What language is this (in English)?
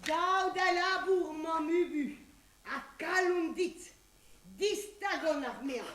Breton